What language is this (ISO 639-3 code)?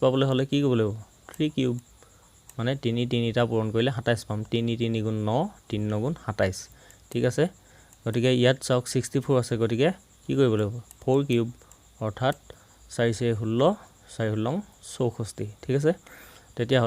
asm